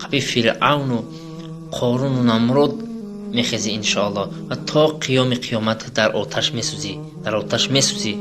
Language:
Tajik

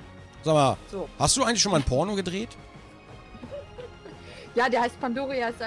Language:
German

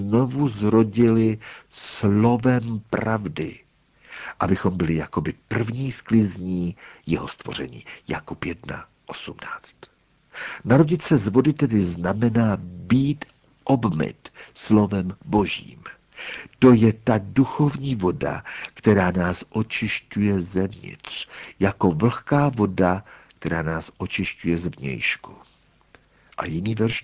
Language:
Czech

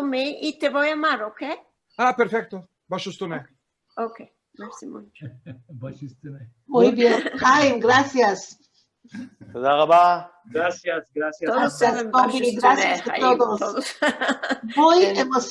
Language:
Ladino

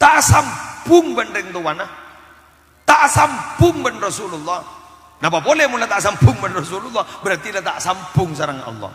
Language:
Madurese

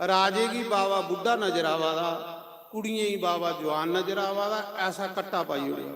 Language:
Dogri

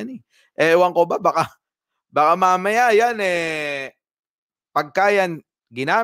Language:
Filipino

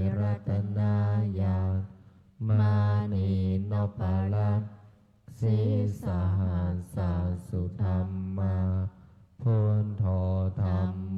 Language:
Pali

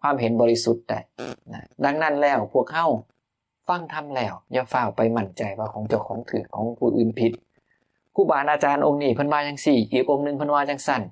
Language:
Northeastern Thai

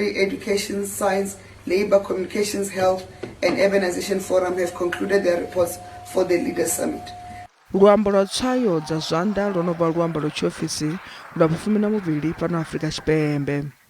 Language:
Venda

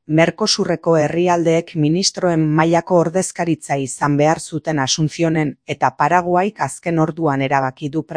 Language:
Basque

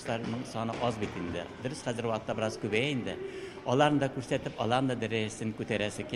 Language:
Tatar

